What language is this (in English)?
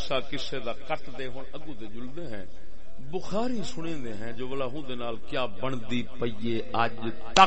Saraiki